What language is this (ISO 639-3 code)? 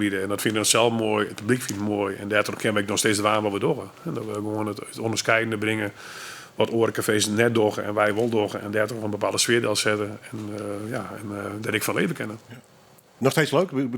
fry